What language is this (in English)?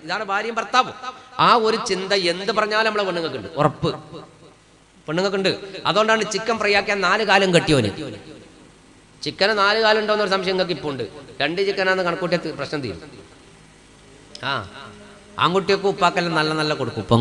Malayalam